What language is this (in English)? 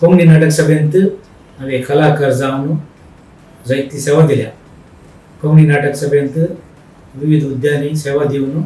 Konkani